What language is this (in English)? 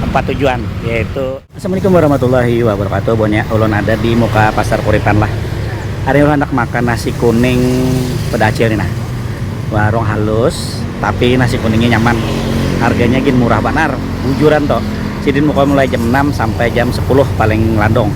Banjar